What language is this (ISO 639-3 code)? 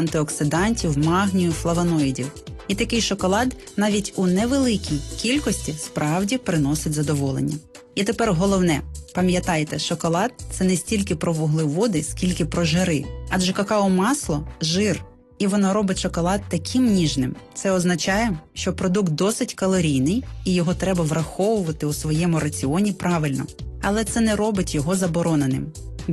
ukr